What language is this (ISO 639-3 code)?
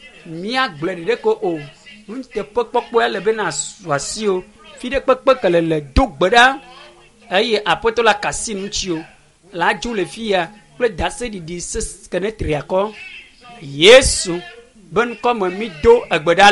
ewe